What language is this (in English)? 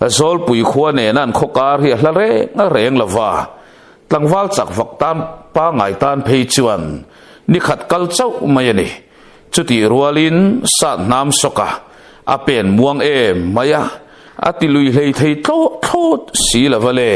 Mizo